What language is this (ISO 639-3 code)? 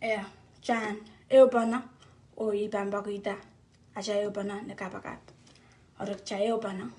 pon